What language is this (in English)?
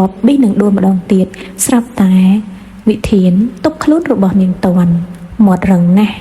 Khmer